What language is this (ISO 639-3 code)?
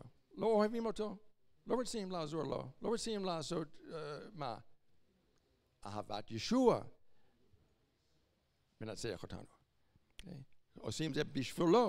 heb